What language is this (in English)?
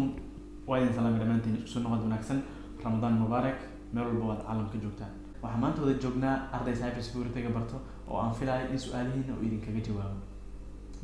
Somali